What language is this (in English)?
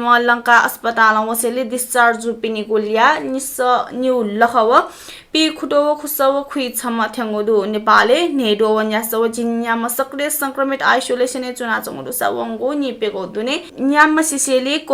Newari